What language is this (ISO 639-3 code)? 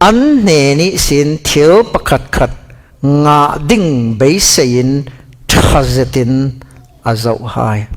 cfm